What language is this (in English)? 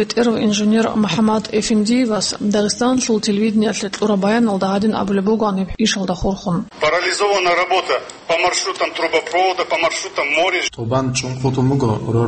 Avaric